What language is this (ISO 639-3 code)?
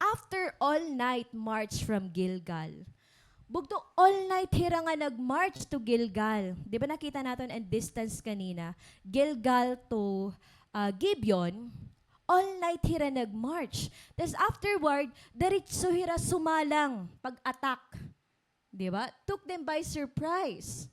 war